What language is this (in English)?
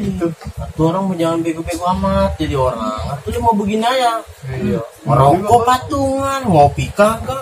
Betawi